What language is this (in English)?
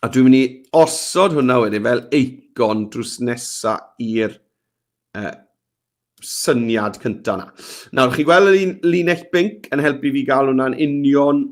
Welsh